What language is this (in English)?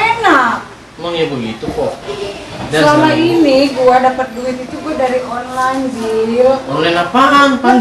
Betawi